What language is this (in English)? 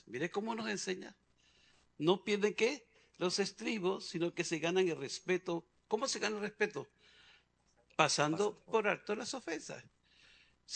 Spanish